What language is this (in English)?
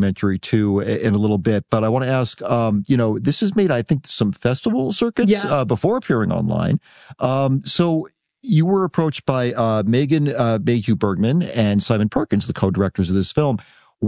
English